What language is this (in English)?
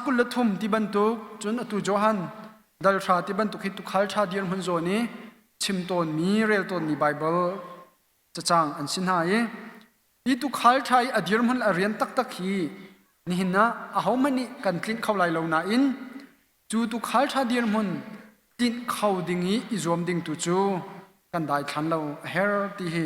Hakha Chin